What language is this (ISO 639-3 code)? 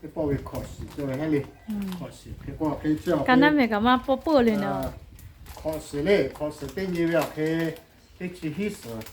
lhu